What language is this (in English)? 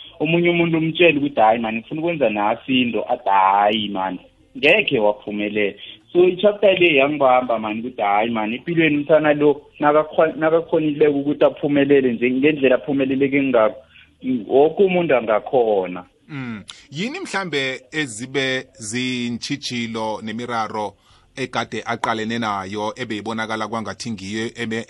South Ndebele